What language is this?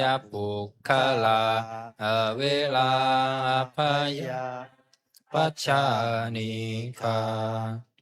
Pali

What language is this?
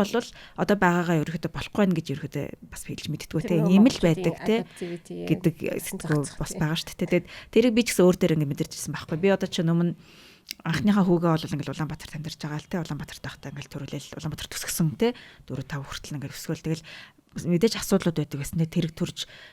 Mongolian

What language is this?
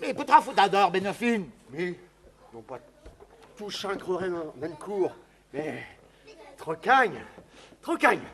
Breton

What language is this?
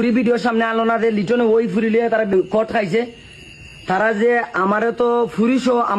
Sylheti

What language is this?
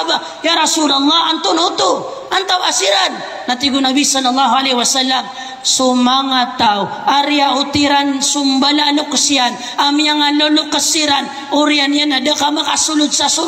Maranao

